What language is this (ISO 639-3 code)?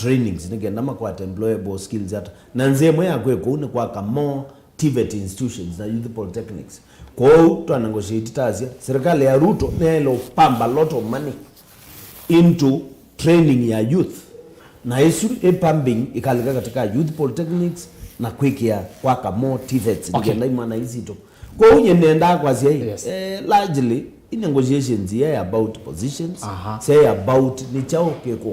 kam